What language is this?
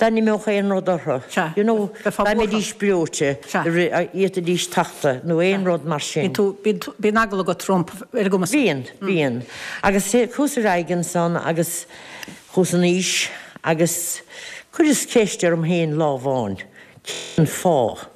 Irish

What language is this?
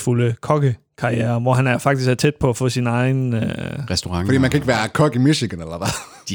Danish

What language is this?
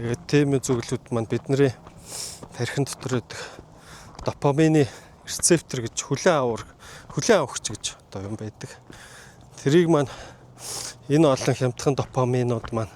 Mongolian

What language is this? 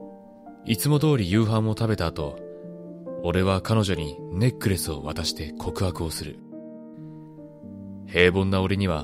Japanese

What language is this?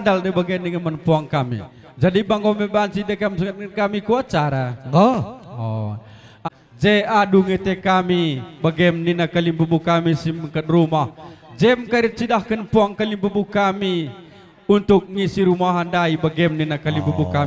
Batak Karo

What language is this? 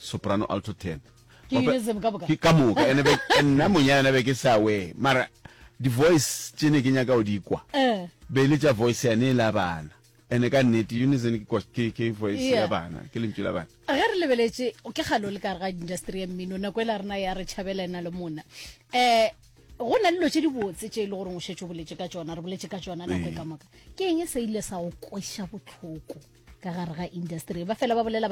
Northern Sotho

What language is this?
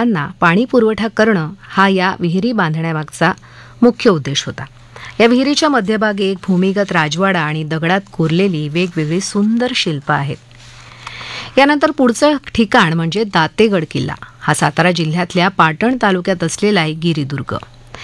Marathi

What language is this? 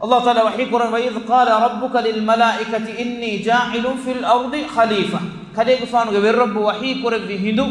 Divehi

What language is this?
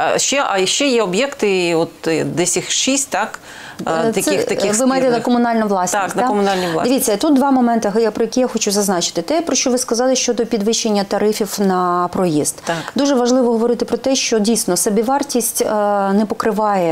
Ukrainian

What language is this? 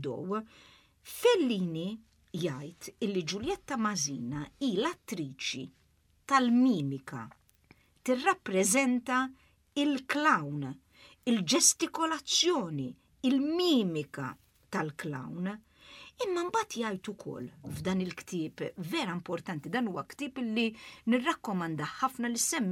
Maltese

